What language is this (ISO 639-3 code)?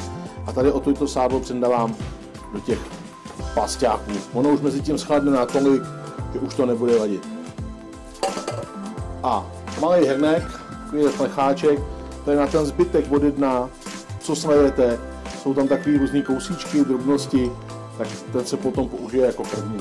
ces